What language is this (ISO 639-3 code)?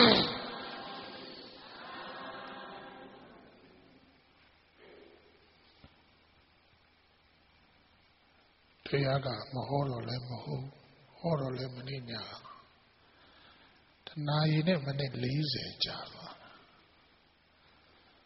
mya